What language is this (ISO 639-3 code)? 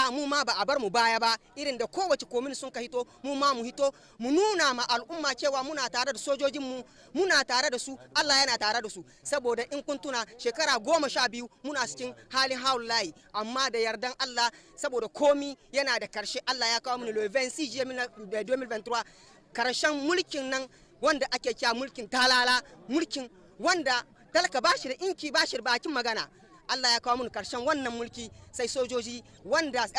hau